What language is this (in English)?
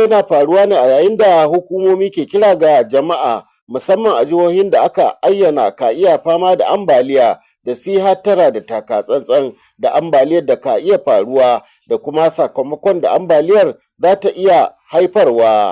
Hausa